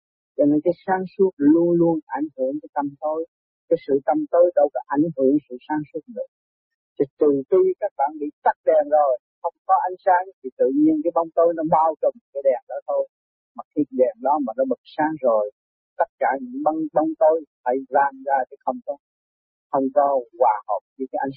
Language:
Vietnamese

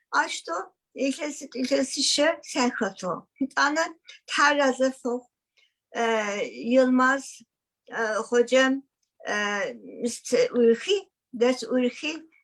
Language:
Adyghe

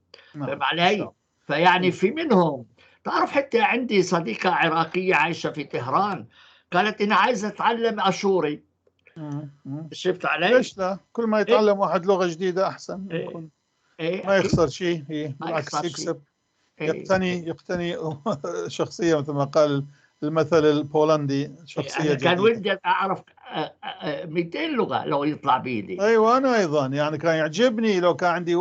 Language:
North Levantine Arabic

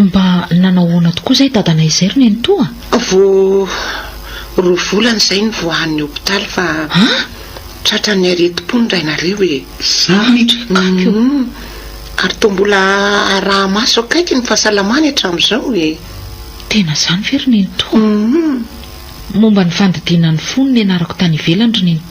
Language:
Malagasy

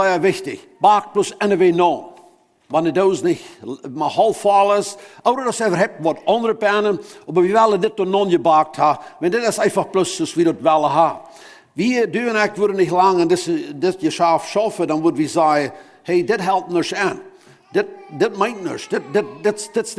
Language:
Plautdietsch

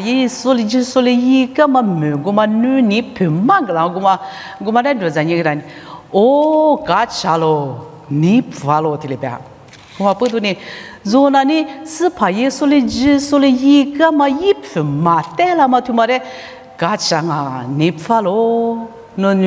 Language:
Lisu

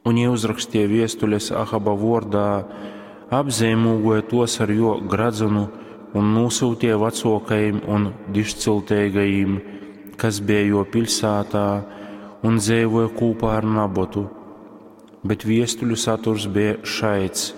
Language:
Latgalian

